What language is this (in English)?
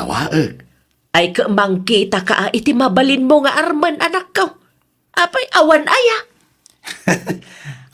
Iloko